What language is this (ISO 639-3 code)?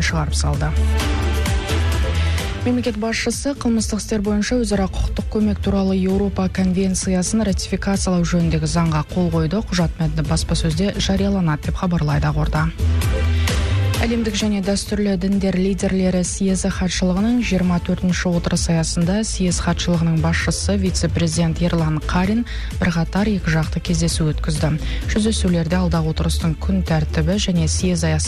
kaz